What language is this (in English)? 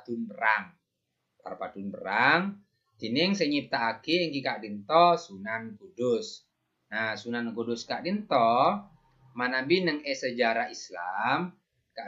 Madurese